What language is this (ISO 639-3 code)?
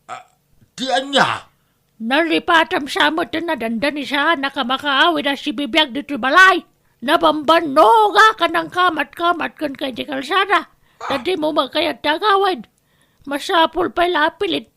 ilo